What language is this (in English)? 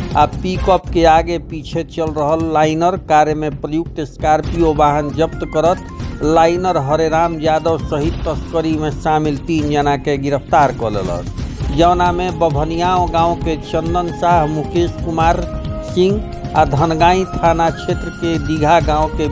Bhojpuri